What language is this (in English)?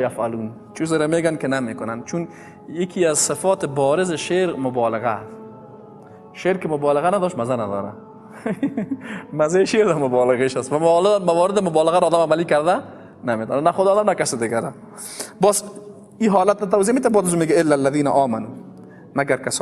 Persian